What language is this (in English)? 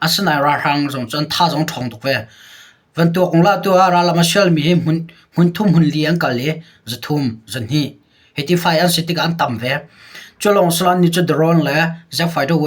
Hakha Chin